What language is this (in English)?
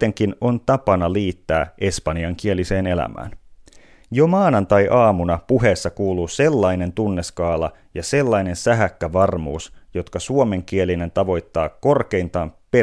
Finnish